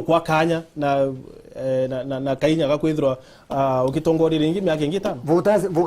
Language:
Meru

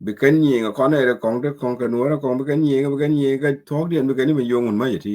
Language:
Nuer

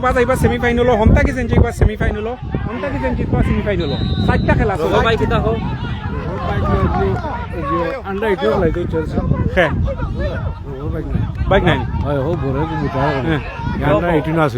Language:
Sylheti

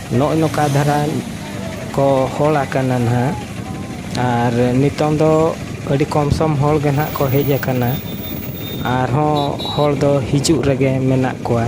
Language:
Santali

